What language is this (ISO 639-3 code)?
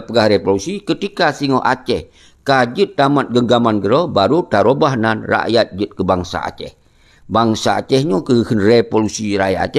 ace